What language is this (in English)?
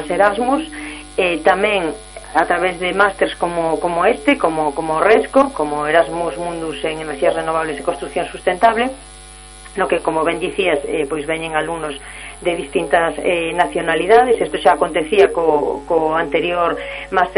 Galician